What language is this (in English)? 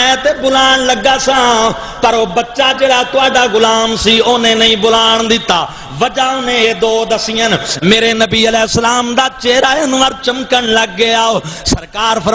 Saraiki